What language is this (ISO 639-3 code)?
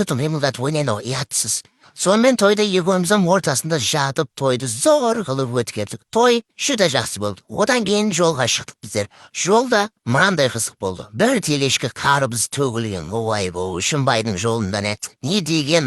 kaa